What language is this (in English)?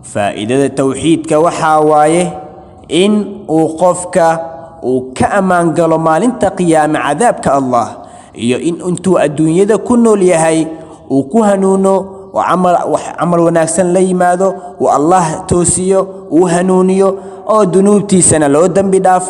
Somali